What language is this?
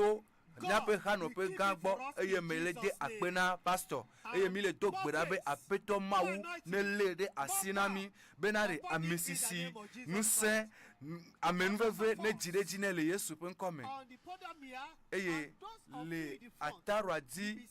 Ewe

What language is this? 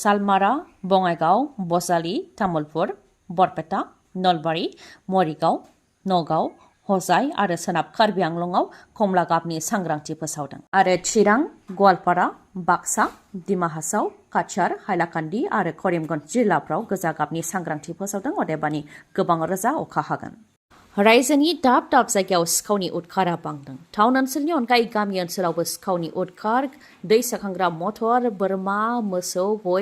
Bodo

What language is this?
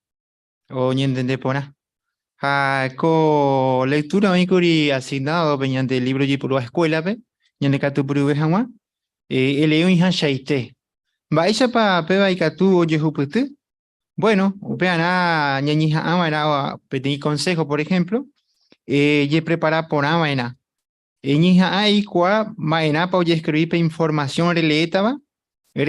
Guarani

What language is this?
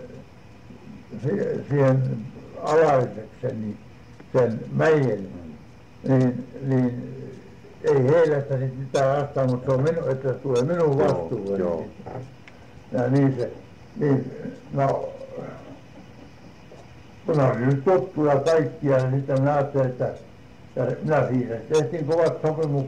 Finnish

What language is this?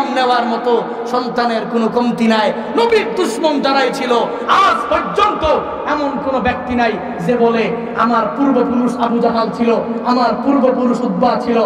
Bangla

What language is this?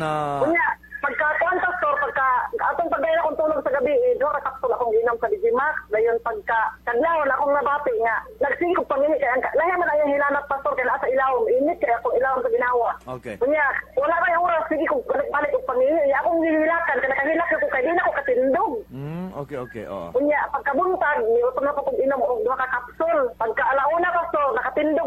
Cebuano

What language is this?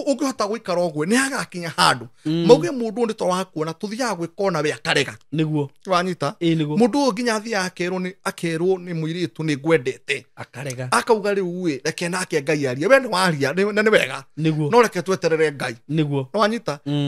Kikuyu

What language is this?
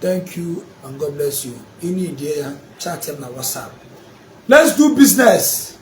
Igbo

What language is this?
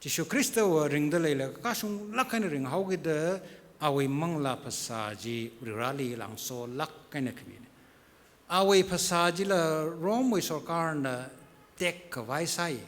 Tangkhul Naga (India)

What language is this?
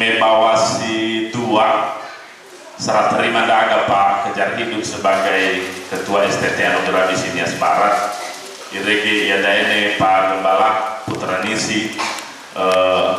Nias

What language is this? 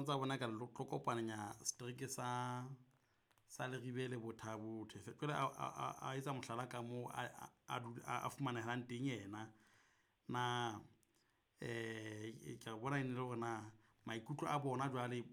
Southern Sotho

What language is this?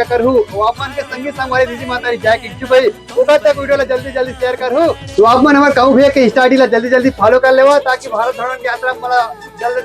Chhattisgarhi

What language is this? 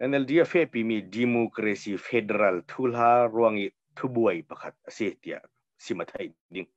Hakha Chin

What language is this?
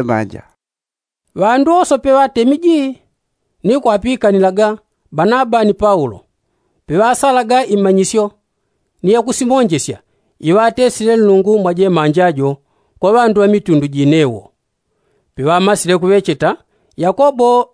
Yao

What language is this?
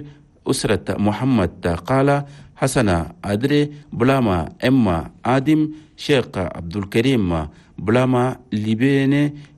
Chadian Arabic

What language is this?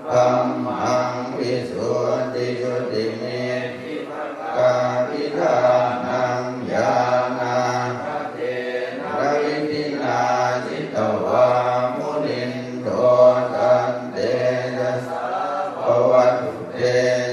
Pali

